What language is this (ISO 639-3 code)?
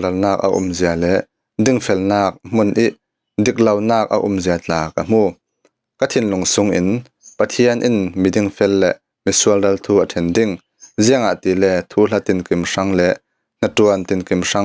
cfm